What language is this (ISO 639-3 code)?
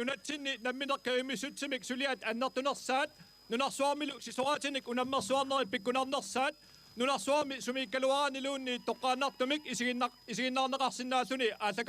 kal